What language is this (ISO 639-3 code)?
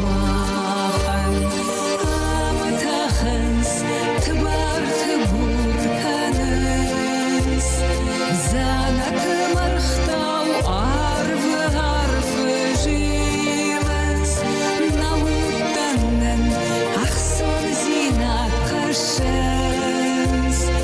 oss